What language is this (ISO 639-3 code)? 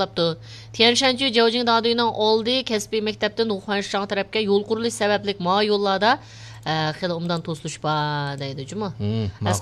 uig